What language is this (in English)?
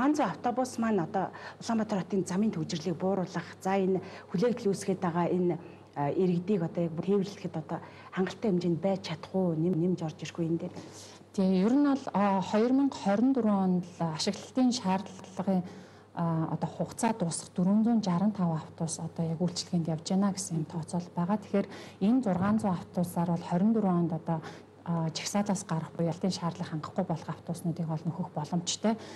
Mongolian